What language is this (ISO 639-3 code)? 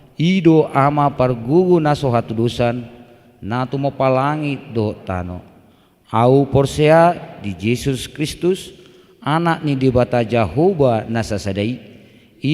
bbc